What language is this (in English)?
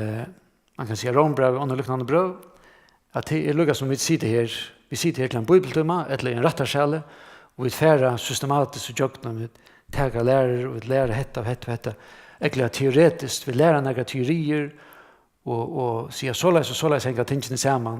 Faroese